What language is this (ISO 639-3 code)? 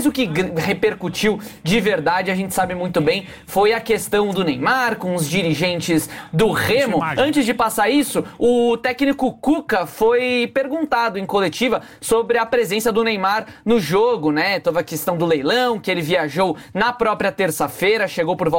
por